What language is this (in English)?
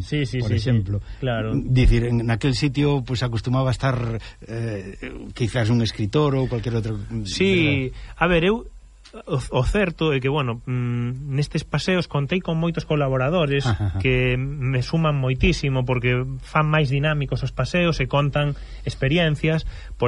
Galician